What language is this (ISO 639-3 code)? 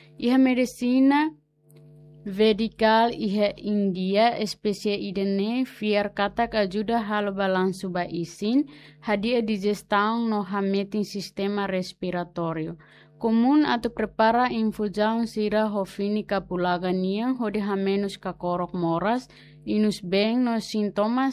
tet